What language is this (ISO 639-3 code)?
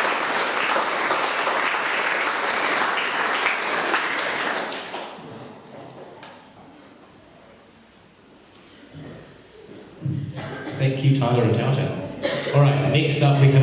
eng